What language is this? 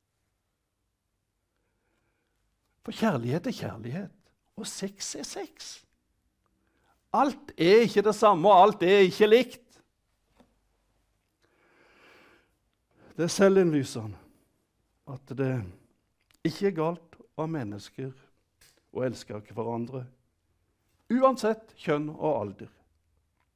Norwegian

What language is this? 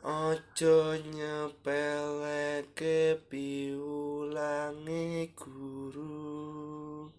Javanese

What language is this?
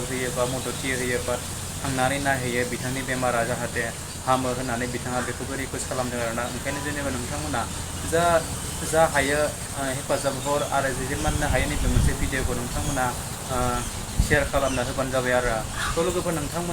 Bodo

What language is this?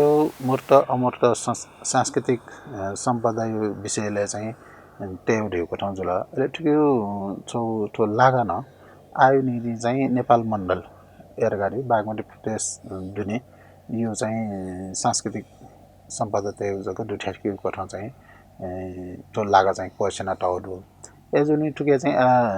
Newari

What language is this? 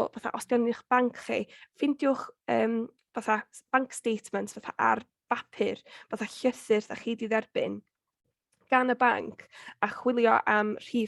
Welsh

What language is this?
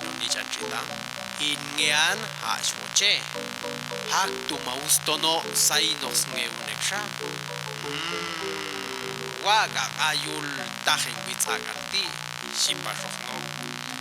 Popti'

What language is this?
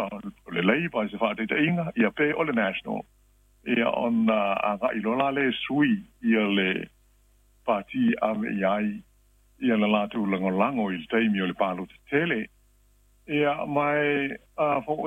Samoan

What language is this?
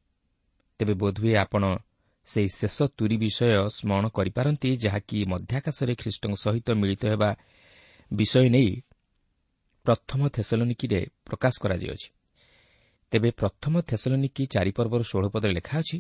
Odia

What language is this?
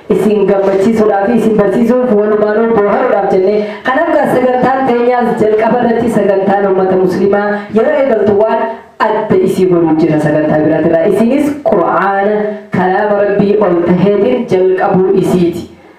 Oromo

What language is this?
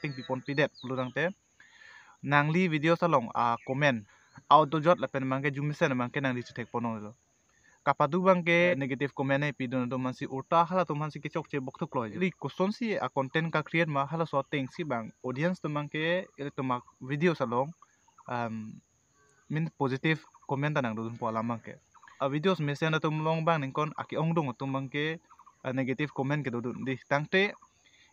Karbi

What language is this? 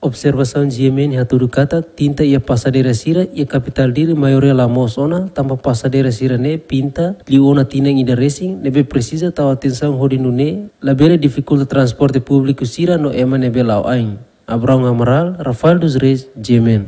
Tetum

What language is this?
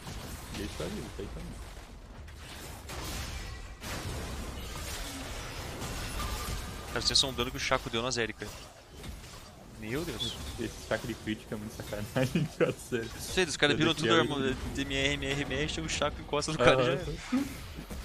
Portuguese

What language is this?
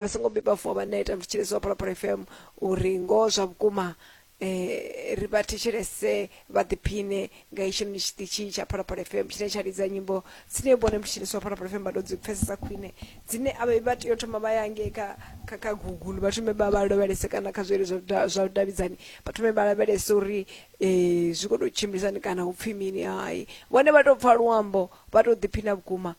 Venda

